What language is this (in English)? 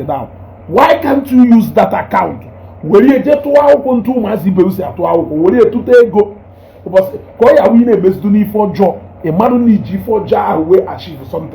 Igbo